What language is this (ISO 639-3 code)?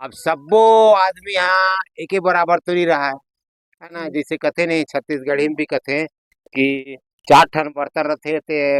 hne